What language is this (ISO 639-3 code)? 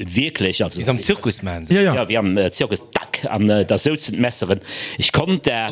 ltz